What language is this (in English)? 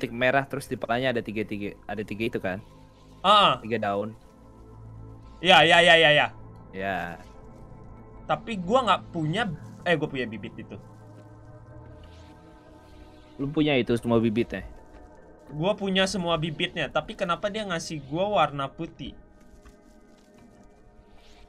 Indonesian